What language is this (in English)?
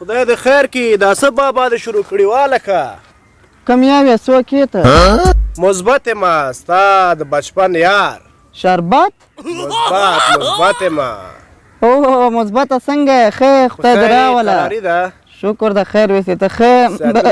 Pashto